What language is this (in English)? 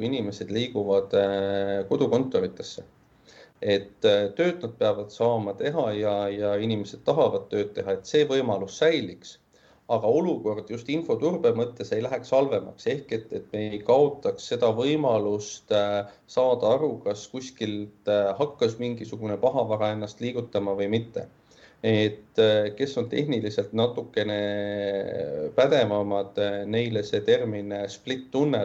Estonian